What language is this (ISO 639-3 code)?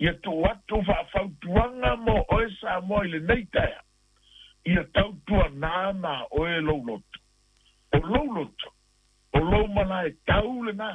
smo